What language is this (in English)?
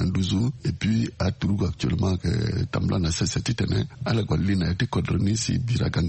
Sango